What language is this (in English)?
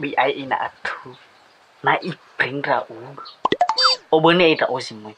Nias